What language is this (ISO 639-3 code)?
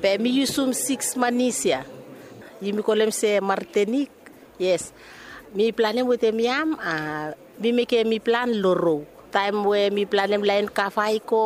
bis